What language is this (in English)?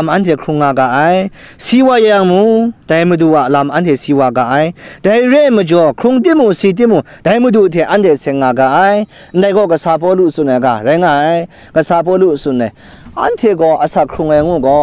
Kachin